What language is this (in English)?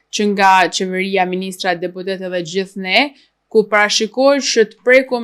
Albanian